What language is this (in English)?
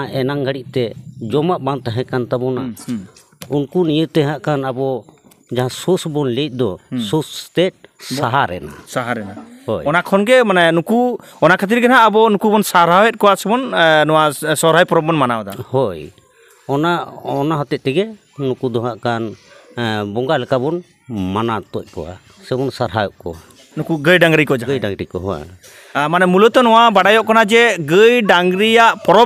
Santali